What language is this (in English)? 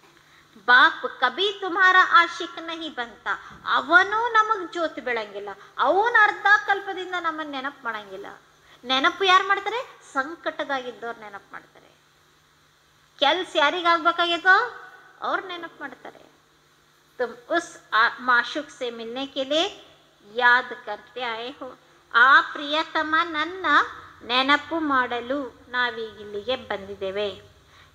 Kannada